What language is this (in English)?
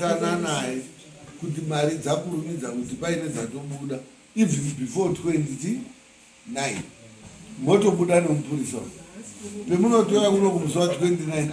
Shona